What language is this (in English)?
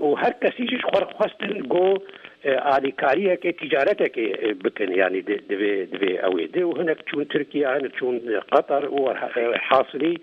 Kurdish